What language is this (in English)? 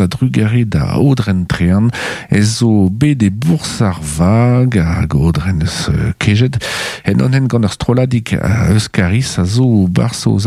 Breton